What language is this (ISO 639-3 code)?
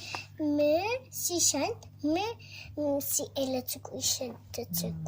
ady